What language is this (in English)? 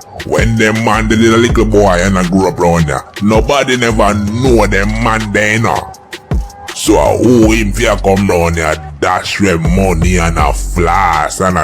Jamaican Creole English